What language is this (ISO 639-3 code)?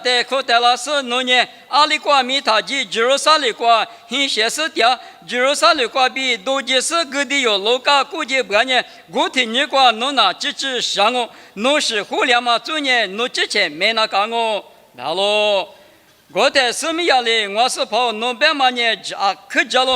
lis